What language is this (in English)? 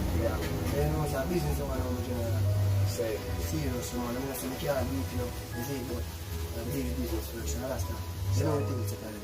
Jamaican Creole English